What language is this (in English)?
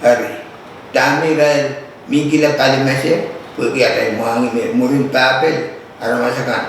Pohnpeian